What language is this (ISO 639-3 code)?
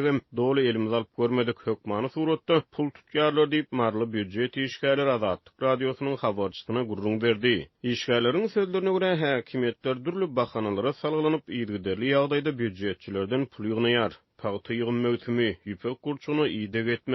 tuk